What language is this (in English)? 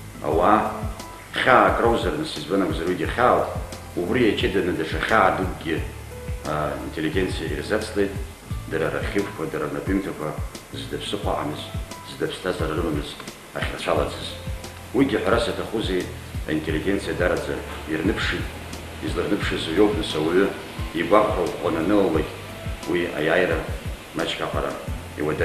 Abkhazian